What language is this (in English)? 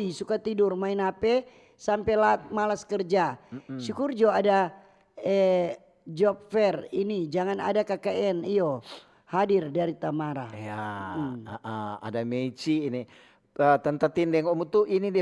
Manado Malay